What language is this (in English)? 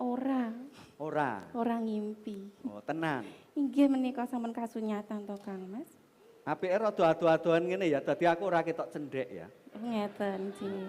Javanese